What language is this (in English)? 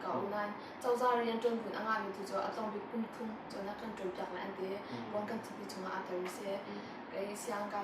Hakha Chin